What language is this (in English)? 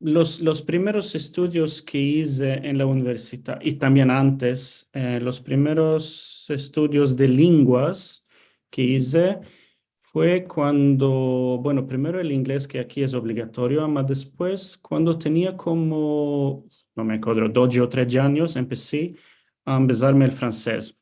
Ladino